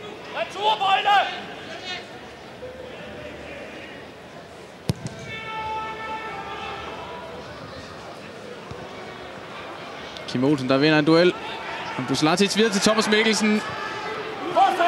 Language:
Danish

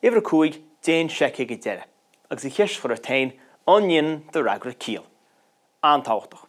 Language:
Irish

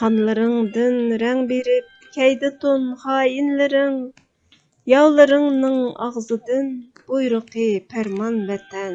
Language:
Uyghur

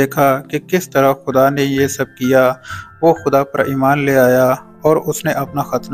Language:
Urdu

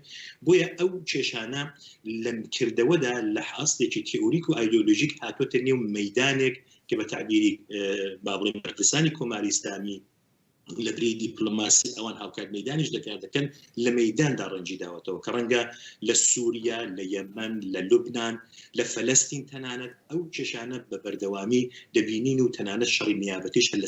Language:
Central Kurdish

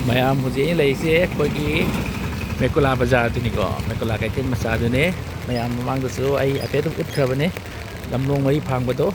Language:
Manipuri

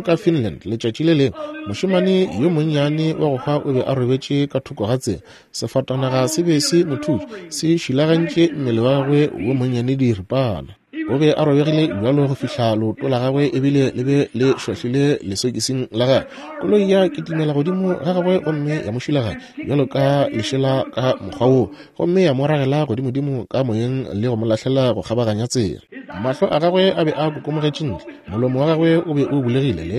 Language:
Northern Sotho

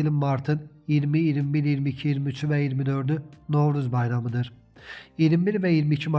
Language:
Azerbaijani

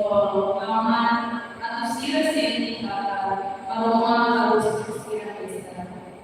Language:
Tetum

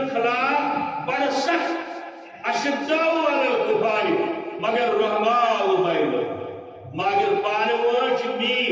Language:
Kashmiri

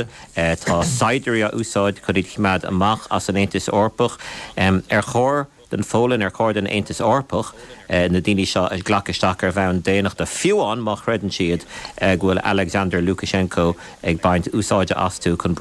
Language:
Irish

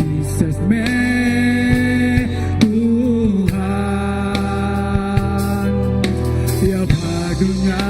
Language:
Iban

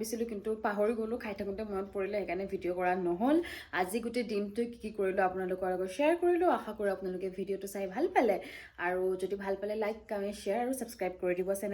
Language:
Assamese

